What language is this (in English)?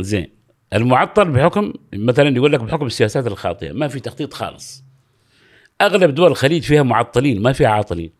Gulf Arabic